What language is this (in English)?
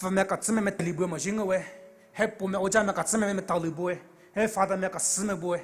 Poumei Naga